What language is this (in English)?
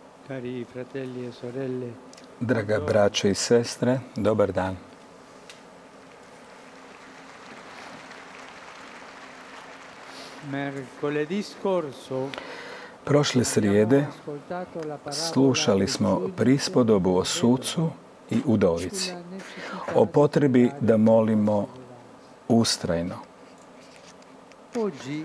Croatian